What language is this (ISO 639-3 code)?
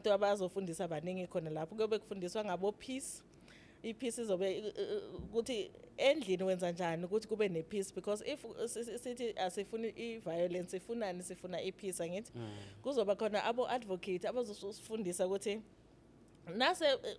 zul